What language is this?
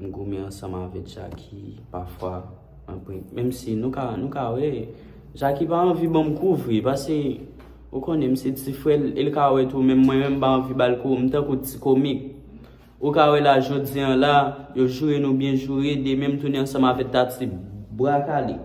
Haitian Creole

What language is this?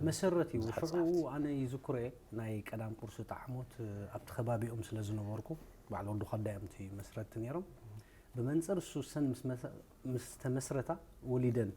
Tigrinya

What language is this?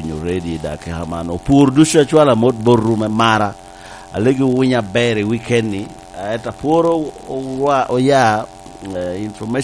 Lango (Uganda)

